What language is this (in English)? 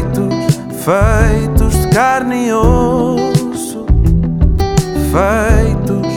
Portuguese